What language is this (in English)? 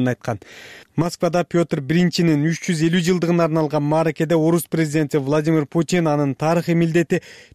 Kyrgyz